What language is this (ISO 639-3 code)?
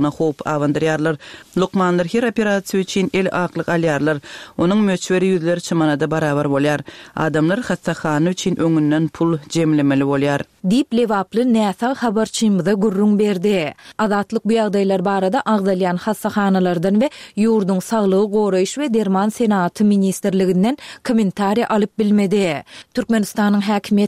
tuk